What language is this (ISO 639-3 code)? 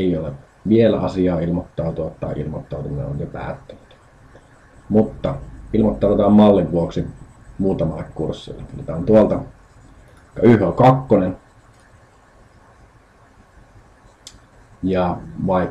fin